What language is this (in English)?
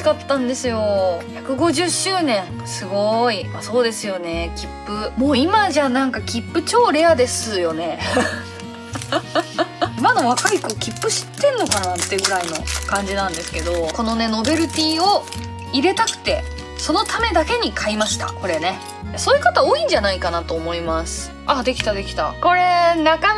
Japanese